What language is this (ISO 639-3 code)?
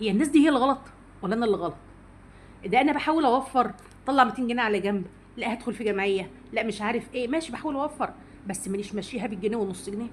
arz